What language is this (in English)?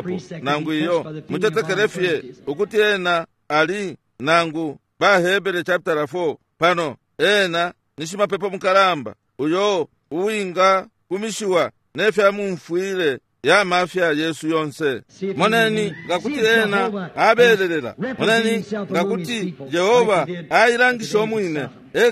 Bemba